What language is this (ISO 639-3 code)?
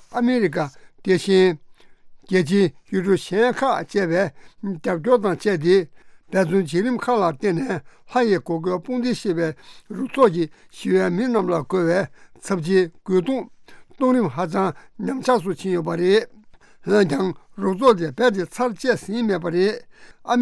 bod